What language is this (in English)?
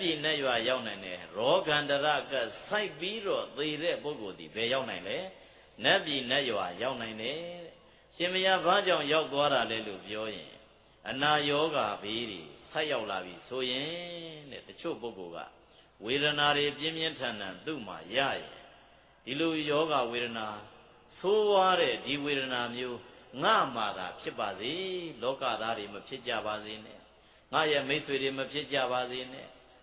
Burmese